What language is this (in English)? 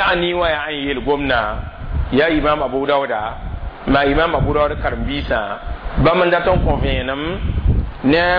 Mossi